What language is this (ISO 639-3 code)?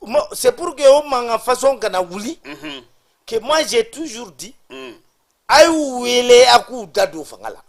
bam